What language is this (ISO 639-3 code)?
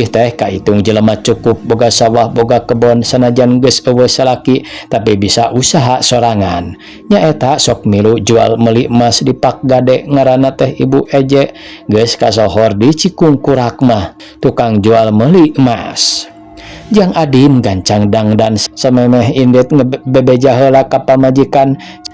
sun